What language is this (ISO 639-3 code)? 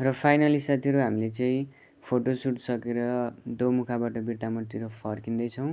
nep